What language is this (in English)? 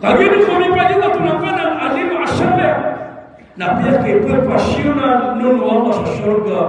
Maranao